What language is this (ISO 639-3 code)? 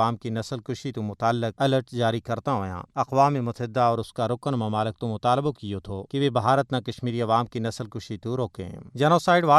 gju